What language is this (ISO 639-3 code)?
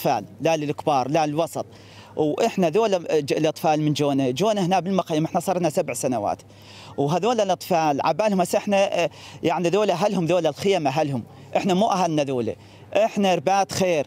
acm